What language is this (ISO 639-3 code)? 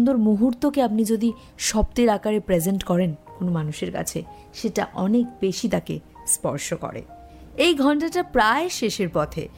ben